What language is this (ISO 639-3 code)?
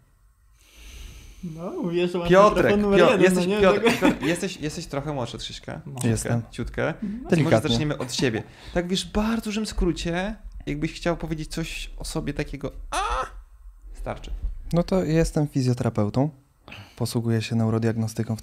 pol